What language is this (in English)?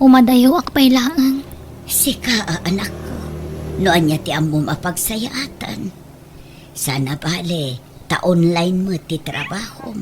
Iloko